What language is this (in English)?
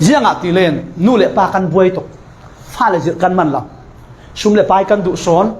Falam Chin